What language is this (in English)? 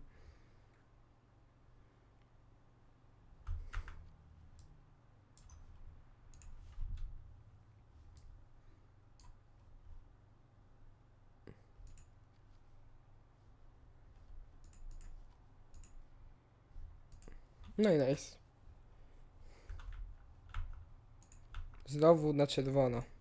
Polish